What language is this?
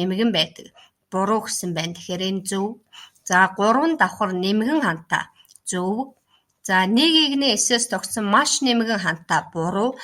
Mongolian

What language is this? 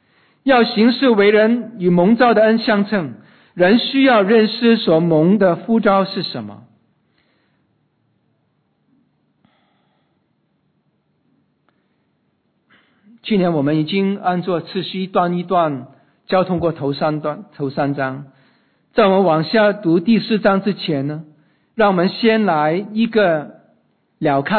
Chinese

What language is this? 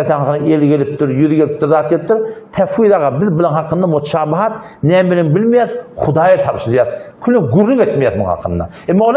Turkmen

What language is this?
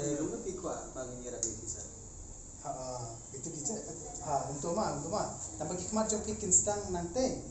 Khasi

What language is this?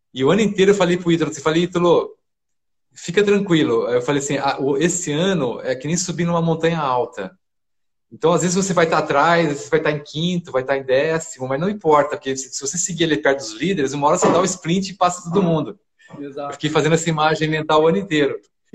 Portuguese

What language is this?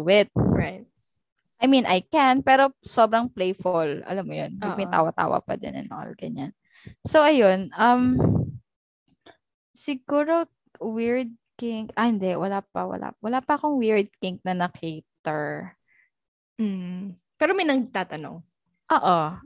Filipino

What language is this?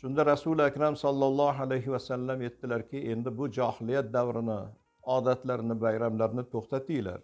Uzbek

